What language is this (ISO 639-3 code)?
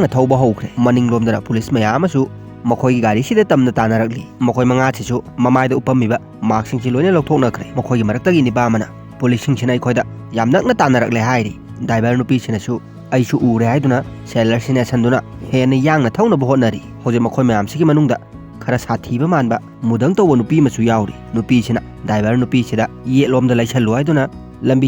mni